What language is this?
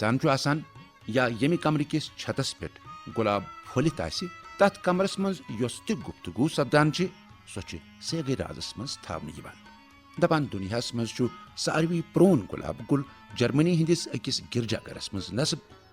Kashmiri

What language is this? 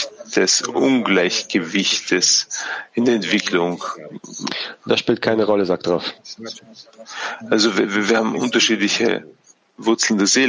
German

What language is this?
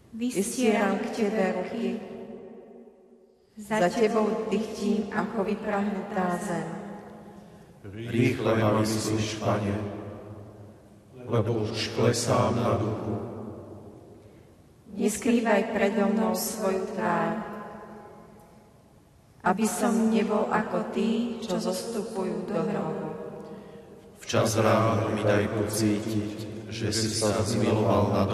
Slovak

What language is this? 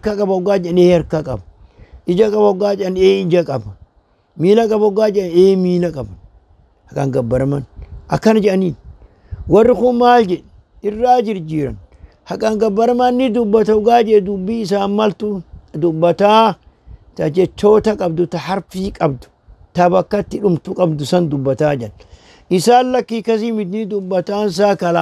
Oromo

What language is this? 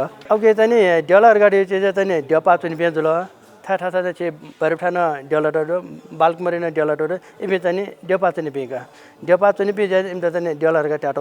Newari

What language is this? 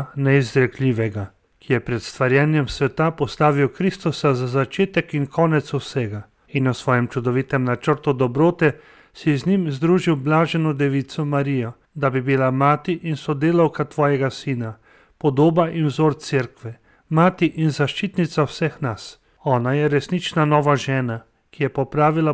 Slovenian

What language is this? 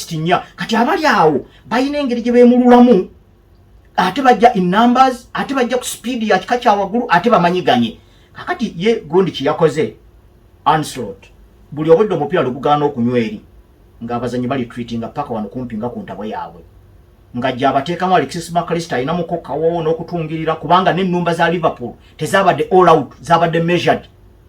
Ganda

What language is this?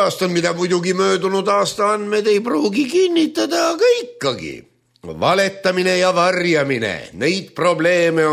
Estonian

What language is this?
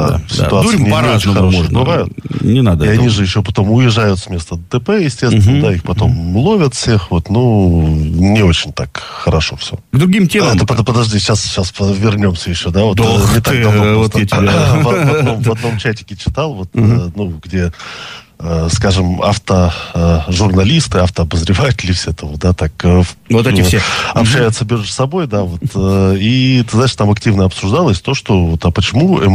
Russian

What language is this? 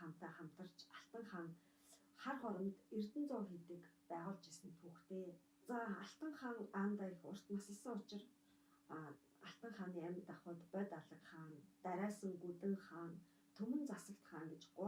Mongolian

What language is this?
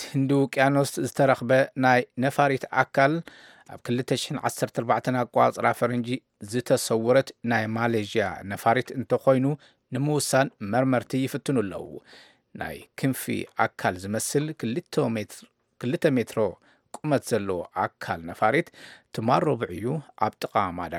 Tigrinya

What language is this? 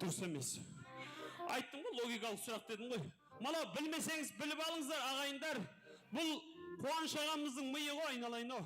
Kara-Kalpak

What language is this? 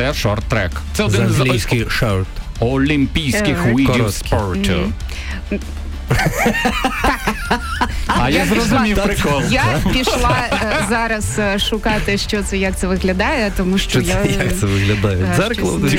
Ukrainian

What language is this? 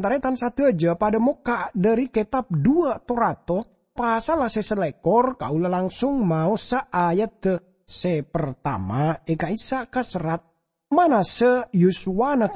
Madurese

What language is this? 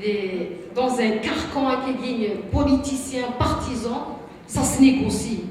Kabyle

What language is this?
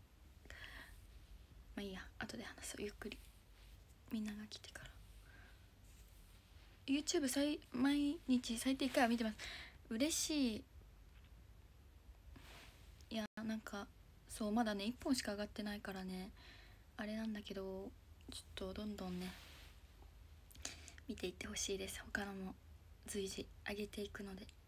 Japanese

